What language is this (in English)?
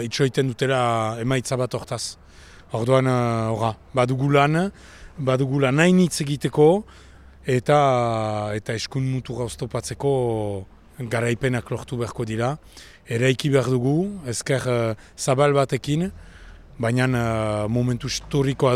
Basque